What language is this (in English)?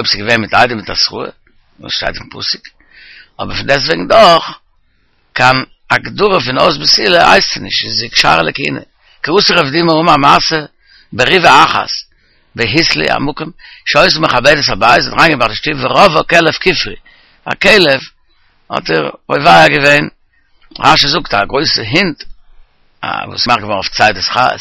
Yiddish